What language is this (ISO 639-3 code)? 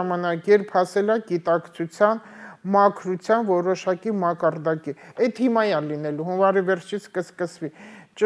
hye